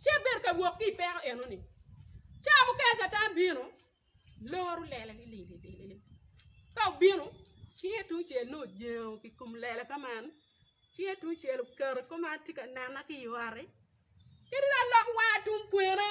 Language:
Acoli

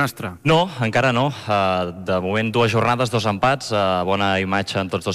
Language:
Catalan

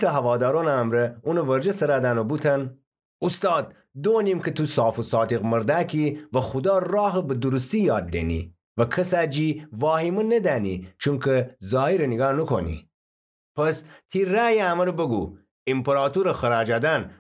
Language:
Gilaki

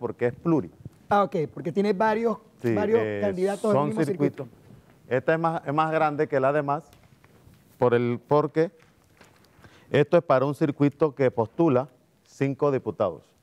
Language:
Spanish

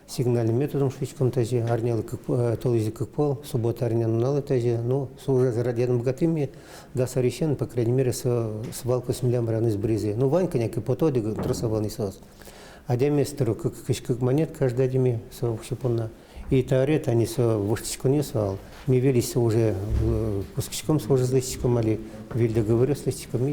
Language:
Udmurt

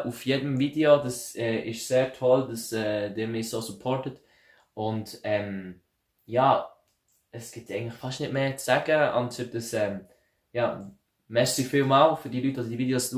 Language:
Swiss German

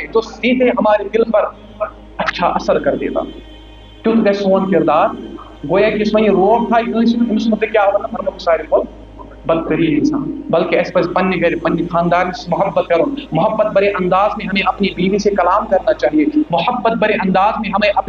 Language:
Kashmiri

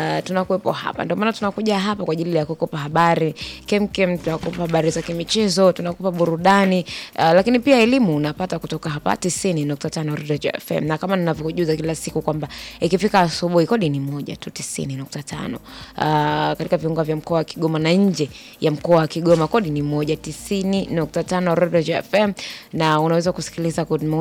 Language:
Swahili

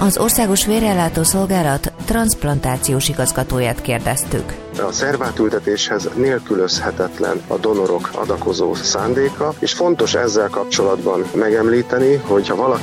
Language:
Hungarian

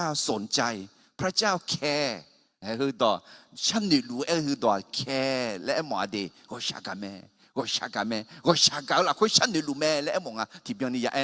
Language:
Akha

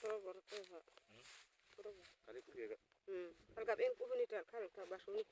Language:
Uduk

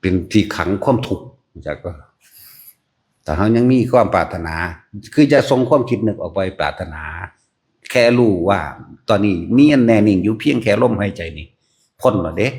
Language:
Northeastern Thai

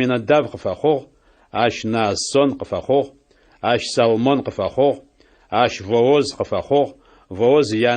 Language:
Adyghe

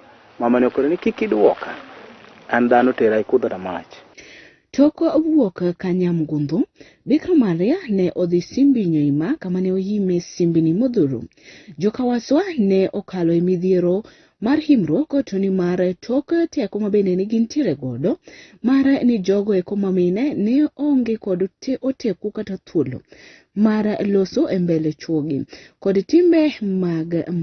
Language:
Luo (Kenya and Tanzania)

